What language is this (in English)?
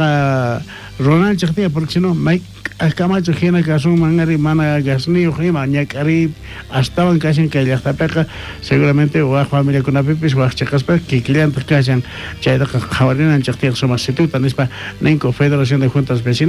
South Bolivian Quechua